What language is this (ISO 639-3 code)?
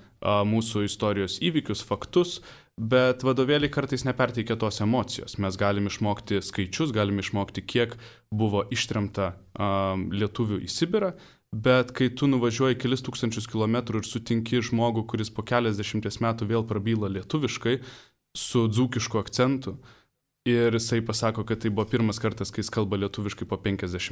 lit